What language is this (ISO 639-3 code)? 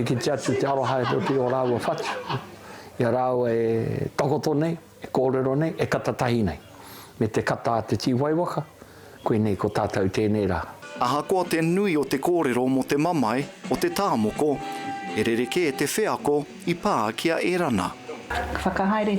mri